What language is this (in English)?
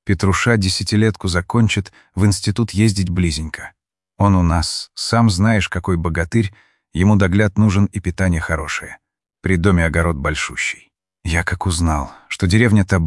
Russian